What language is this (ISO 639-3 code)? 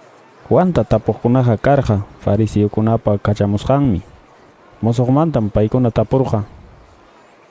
que